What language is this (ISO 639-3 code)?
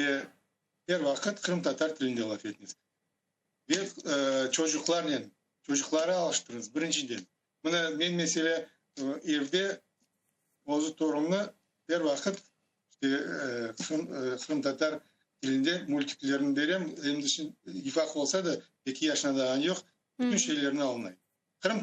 crh